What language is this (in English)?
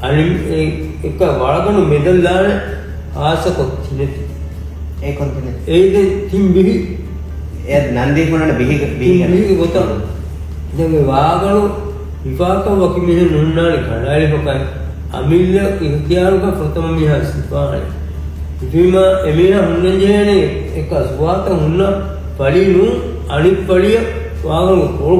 Divehi